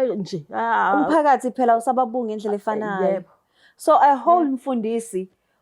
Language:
Zulu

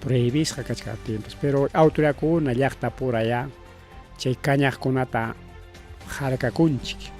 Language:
Ayacucho Quechua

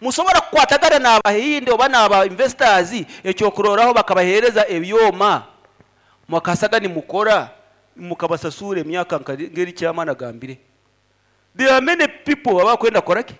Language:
Nyankole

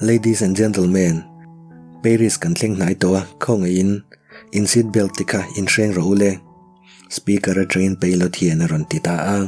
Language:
Mizo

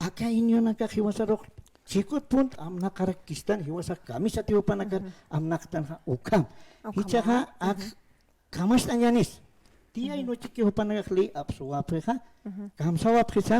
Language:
Aymara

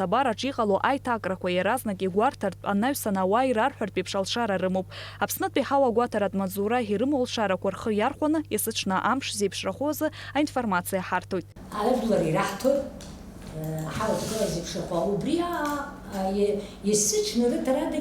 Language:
Abkhazian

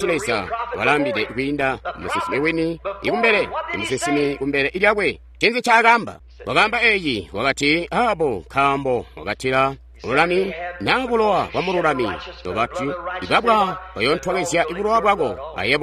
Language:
Tonga (Zambia)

